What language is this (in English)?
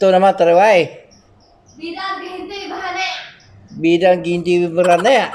Iban